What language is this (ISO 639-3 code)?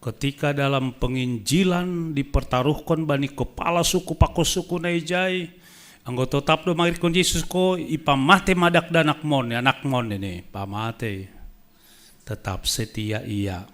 bts